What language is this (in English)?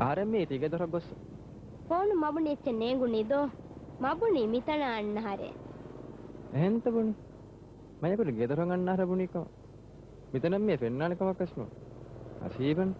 Divehi